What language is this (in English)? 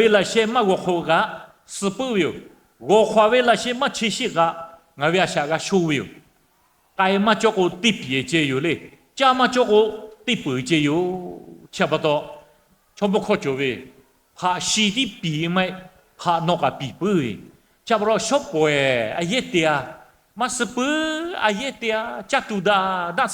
Lahu